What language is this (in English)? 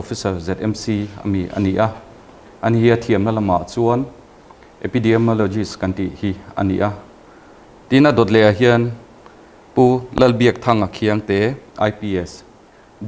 Mizo